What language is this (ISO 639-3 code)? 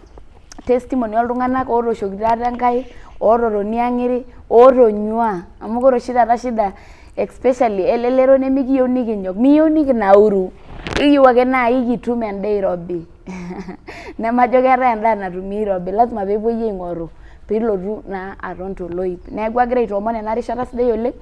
mas